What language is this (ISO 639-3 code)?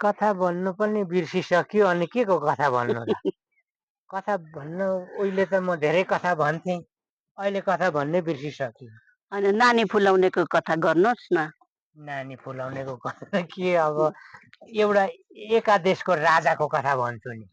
nep